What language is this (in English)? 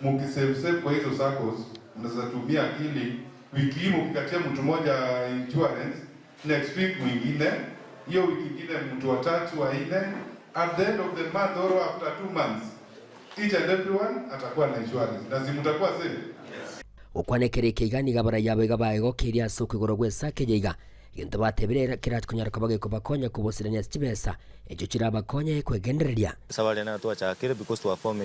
Gusii